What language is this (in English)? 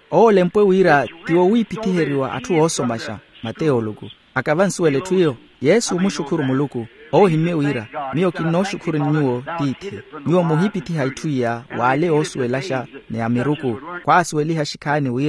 Makhuwa